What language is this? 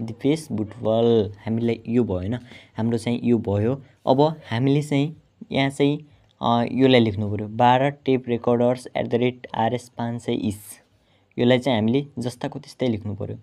Nepali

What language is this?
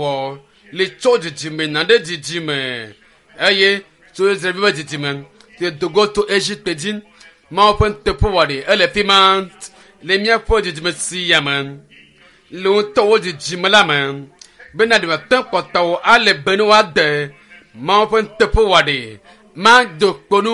Ewe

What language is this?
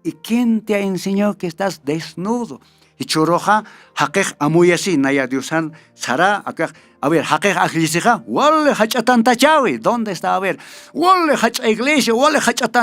Aymara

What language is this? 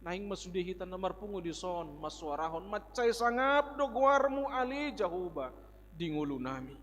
Batak Toba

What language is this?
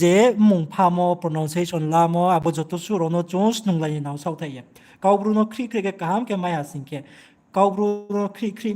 Riang (India)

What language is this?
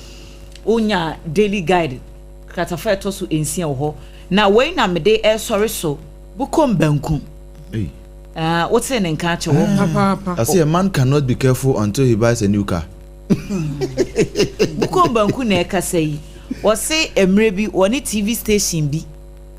Akan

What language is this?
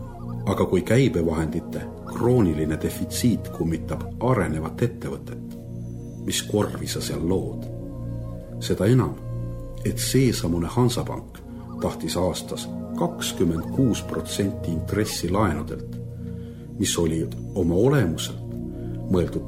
Estonian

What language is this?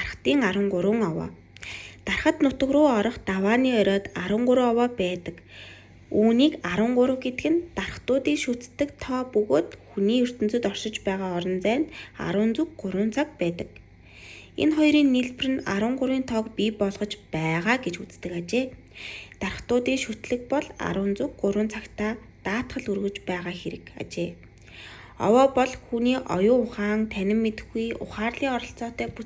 Mongolian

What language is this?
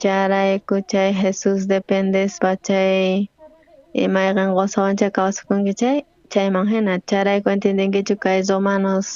South Bolivian Quechua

